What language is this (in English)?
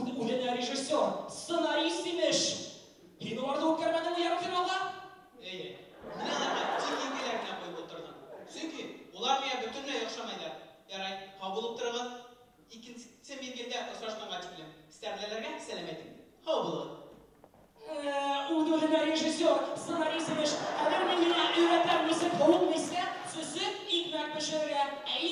Bashkir